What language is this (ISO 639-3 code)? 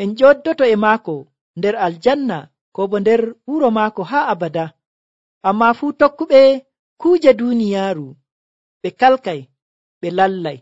fuv